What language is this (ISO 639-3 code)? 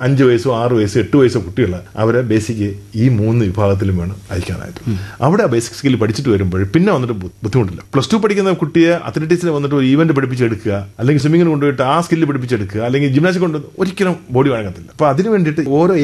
mal